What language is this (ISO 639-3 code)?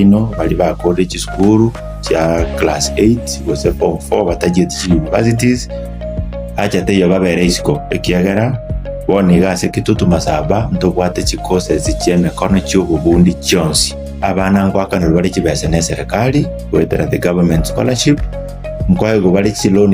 guz